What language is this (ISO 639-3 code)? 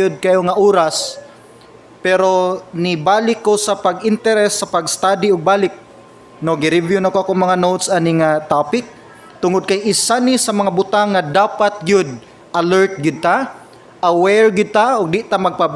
ceb